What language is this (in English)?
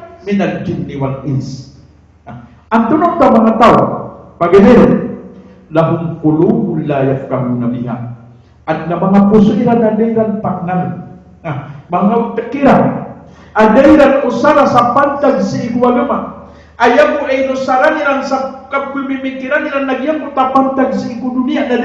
Maranao